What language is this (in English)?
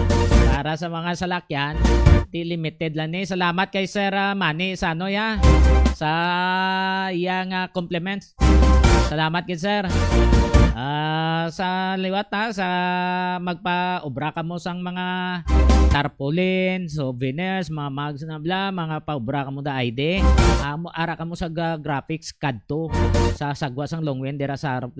Hiligaynon